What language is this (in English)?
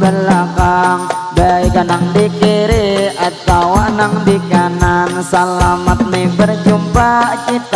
Banjar